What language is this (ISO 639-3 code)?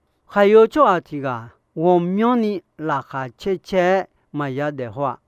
ahk